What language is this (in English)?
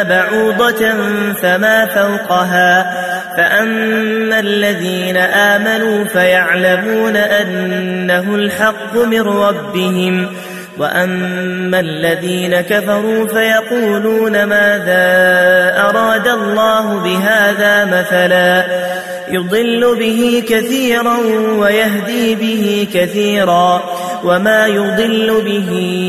Arabic